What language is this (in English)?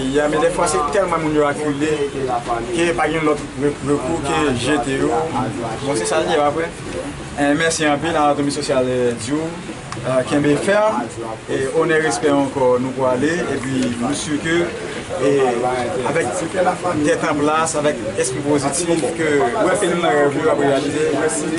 Haitian Creole